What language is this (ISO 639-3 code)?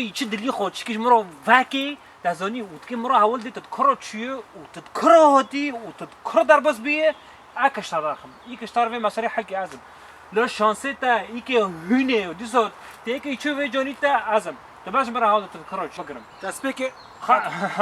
kur